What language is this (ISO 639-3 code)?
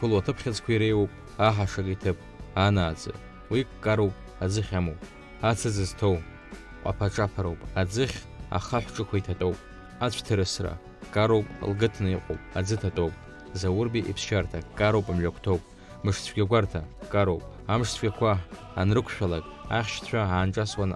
abk